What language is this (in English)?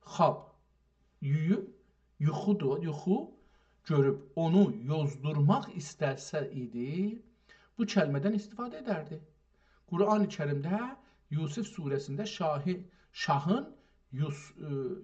South Azerbaijani